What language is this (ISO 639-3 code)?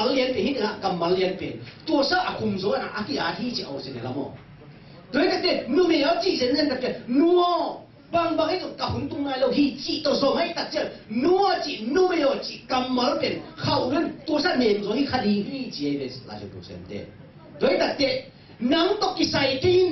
ctd